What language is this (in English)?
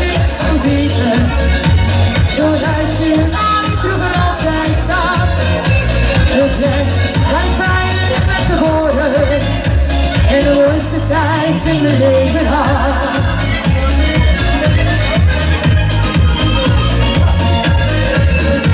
Dutch